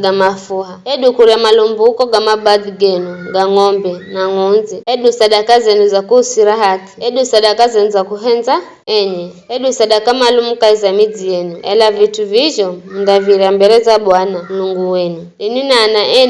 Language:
Giryama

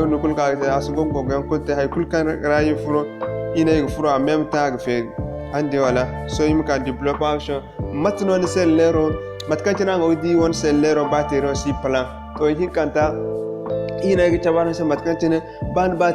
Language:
Zarma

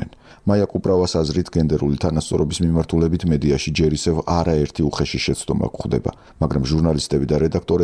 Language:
Georgian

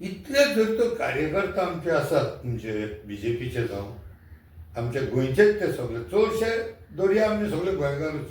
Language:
Konkani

